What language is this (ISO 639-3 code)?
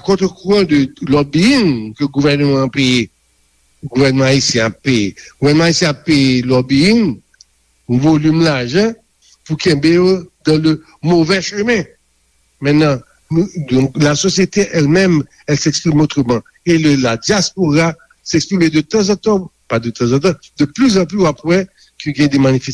hat